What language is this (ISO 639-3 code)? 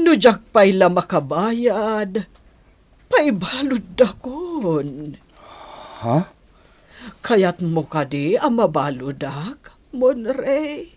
ilo